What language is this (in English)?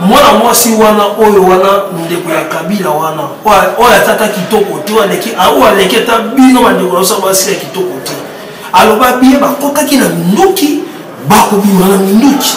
Lingala